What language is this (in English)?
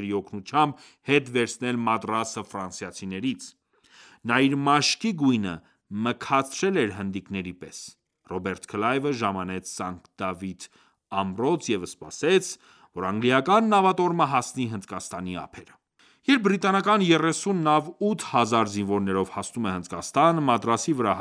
Armenian